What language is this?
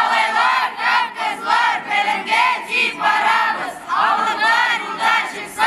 Tatar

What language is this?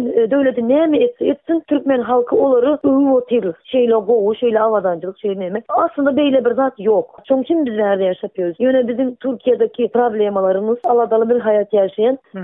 Turkmen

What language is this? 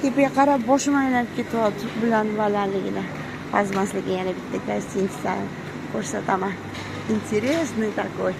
Uzbek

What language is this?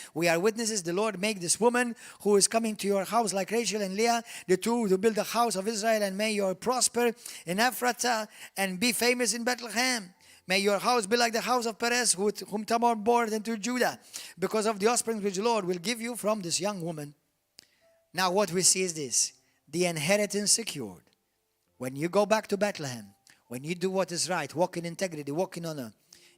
English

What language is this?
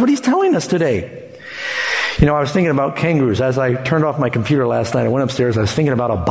English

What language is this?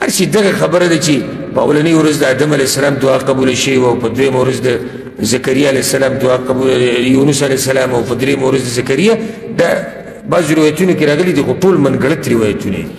Pashto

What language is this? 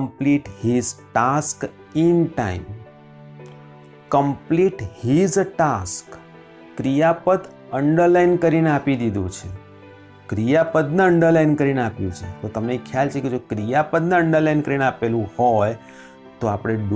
Gujarati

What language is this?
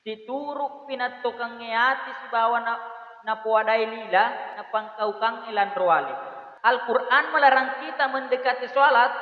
Buginese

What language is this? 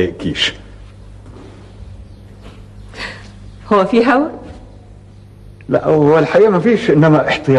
Egyptian Arabic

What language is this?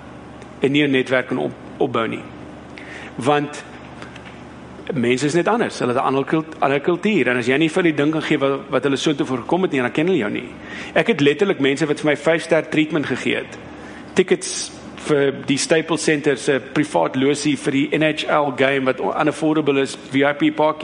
Afrikaans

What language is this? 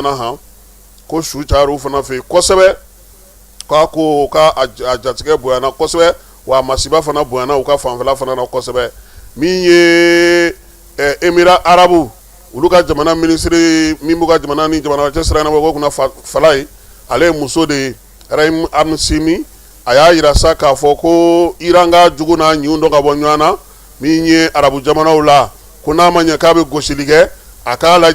Bambara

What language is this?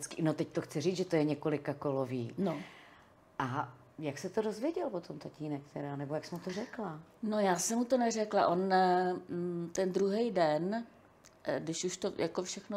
Czech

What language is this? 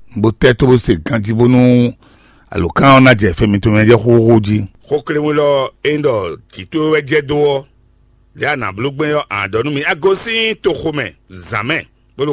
Fon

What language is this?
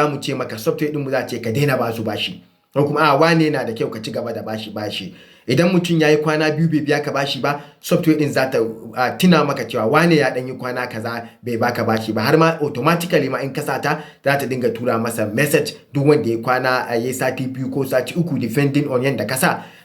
Hausa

